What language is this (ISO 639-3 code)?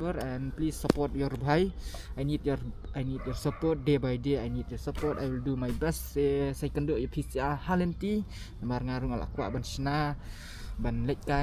kha